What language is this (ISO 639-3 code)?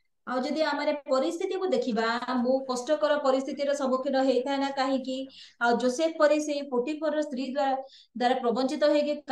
ori